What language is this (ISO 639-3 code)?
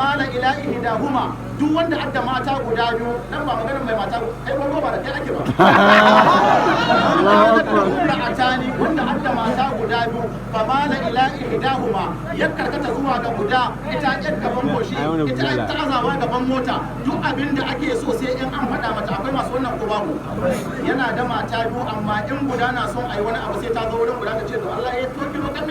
hau